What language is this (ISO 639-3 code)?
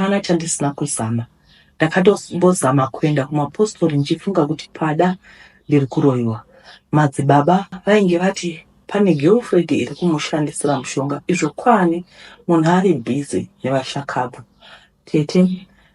sna